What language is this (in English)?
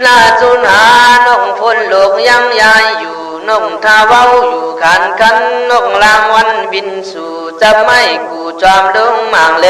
Khün